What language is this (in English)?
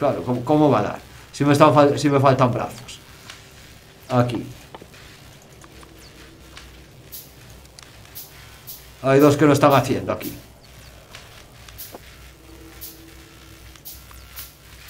Spanish